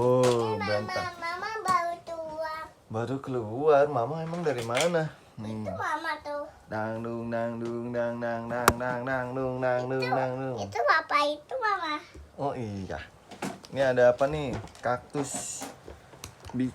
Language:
Betawi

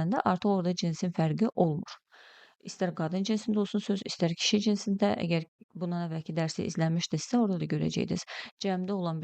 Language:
Azerbaijani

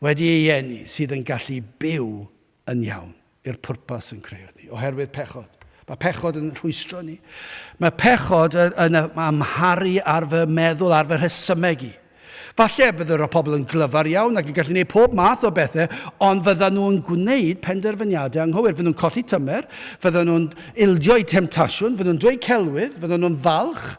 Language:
Welsh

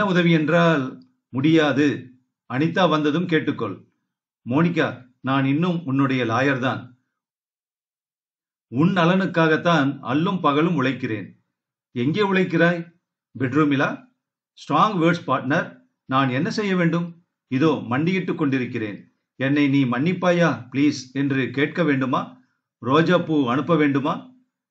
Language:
Tamil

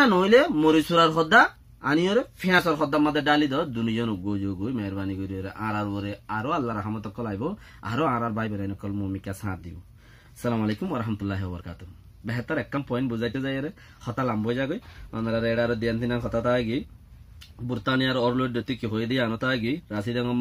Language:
Rohingya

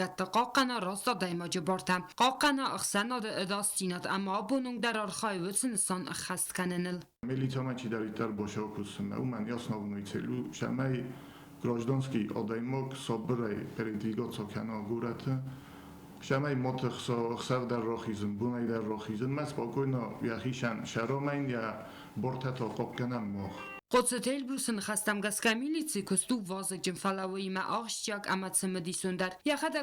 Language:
Ossetic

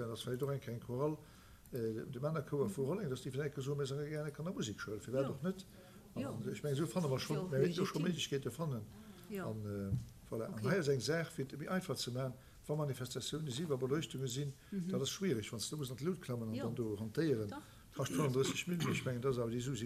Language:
Luxembourgish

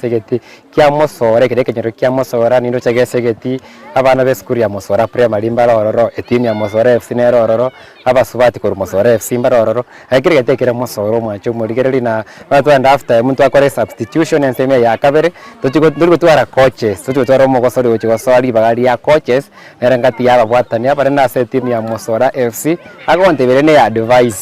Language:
Gusii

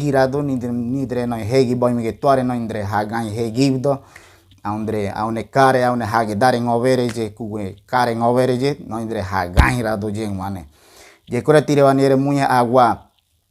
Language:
Ngäbere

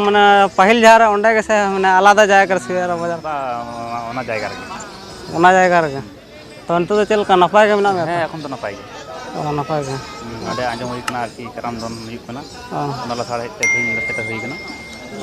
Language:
Santali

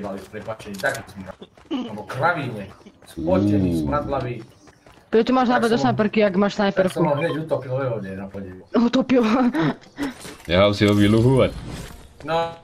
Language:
Slovak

